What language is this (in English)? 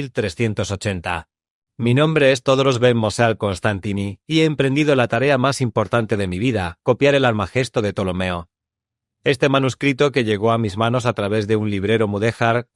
Ladino